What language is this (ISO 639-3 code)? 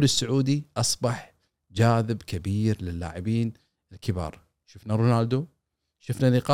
afb